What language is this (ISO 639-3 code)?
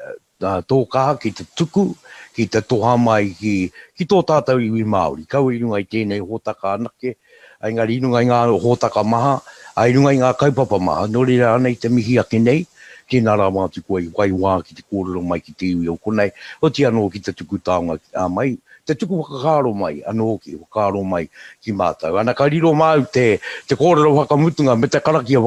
mri